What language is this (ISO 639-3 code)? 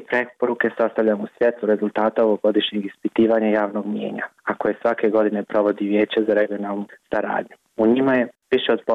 bos